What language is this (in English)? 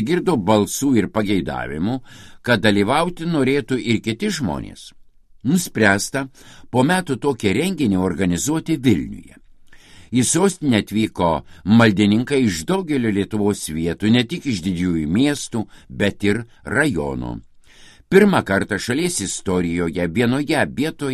Lithuanian